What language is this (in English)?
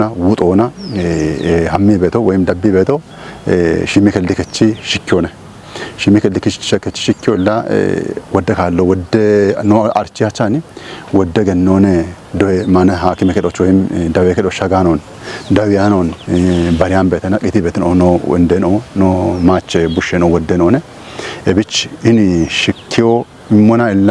Kafa